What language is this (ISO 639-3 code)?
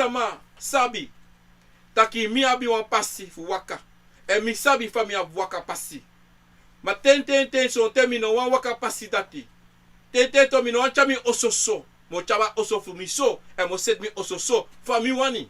srn